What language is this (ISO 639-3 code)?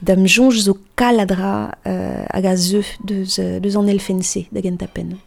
bre